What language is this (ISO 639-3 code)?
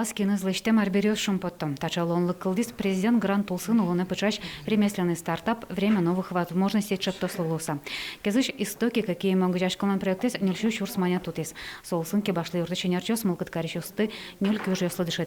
udm